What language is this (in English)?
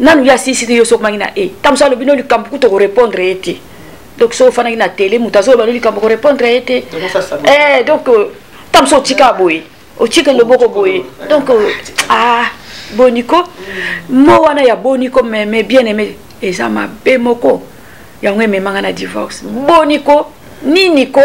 Lingala